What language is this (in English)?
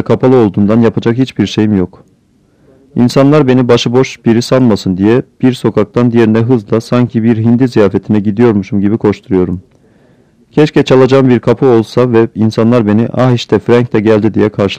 Turkish